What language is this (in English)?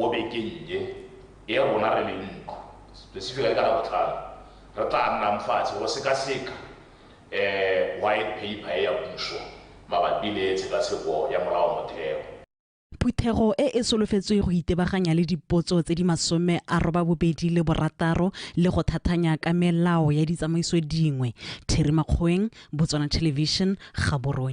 Tswana